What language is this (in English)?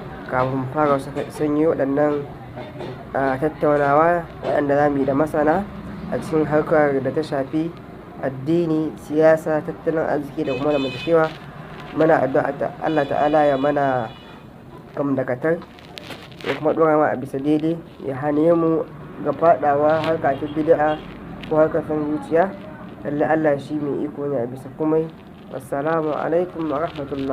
Hausa